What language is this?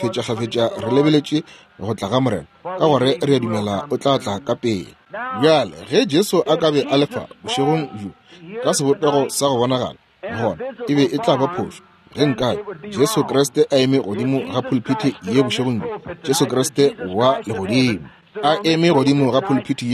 Northern Sotho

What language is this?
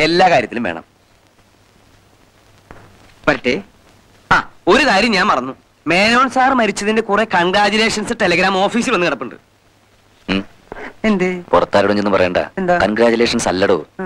Malayalam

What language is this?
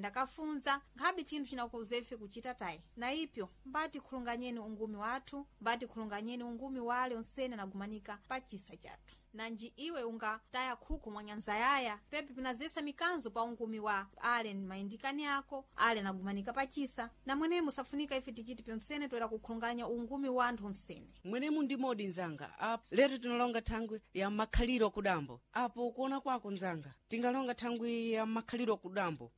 Sena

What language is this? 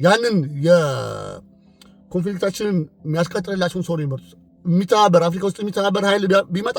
Amharic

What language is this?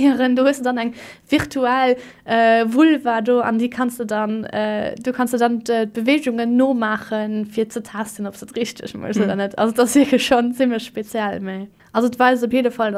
Luxembourgish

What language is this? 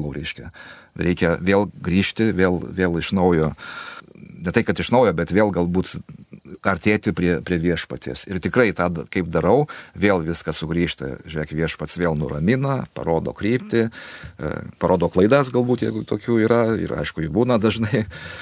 Lithuanian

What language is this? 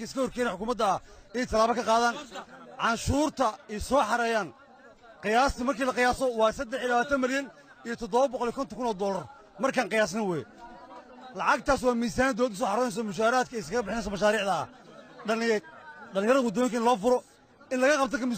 Somali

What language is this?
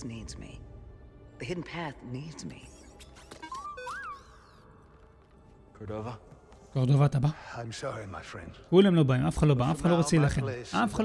Hebrew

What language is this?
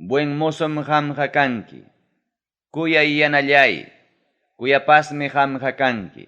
Ayacucho Quechua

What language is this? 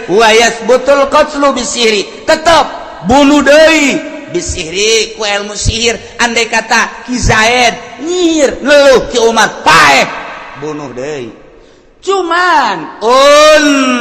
Sundanese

